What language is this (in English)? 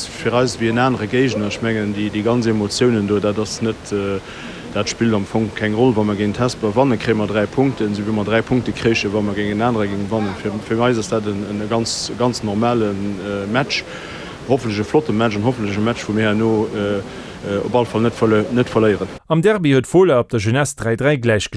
Luxembourgish